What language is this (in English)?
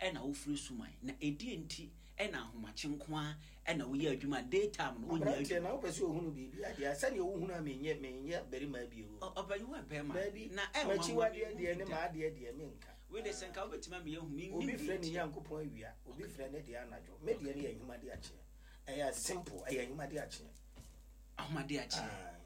Akan